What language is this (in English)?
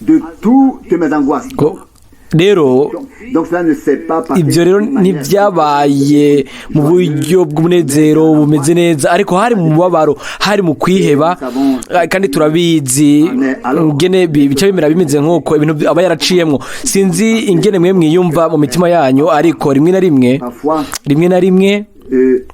Rundi